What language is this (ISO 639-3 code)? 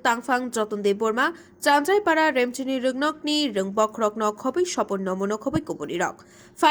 trp